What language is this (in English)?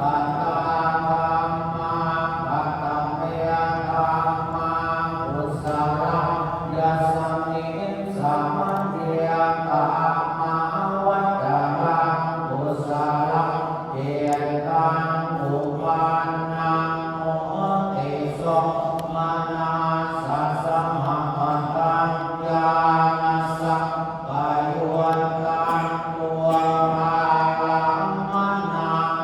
Pali